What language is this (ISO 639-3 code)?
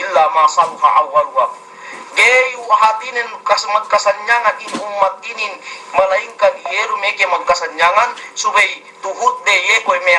yka